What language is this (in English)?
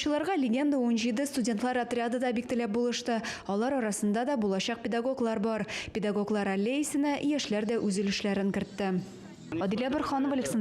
Tatar